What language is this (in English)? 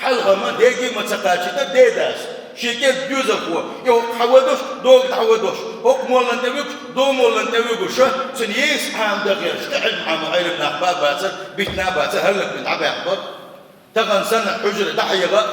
Chechen